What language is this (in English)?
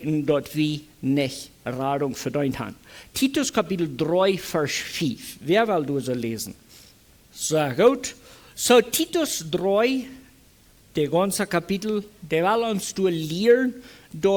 Plautdietsch